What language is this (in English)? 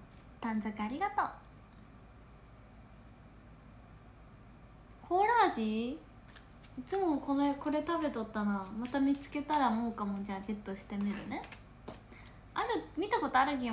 Japanese